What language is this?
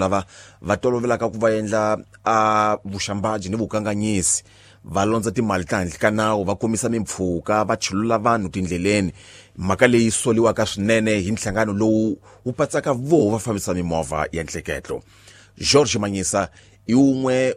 Tsonga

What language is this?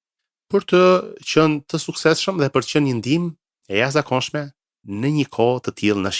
Albanian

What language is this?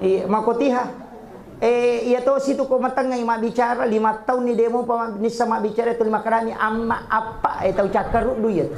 Buginese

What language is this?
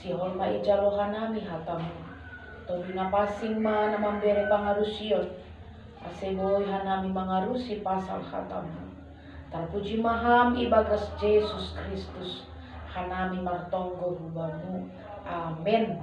Batak Simalungun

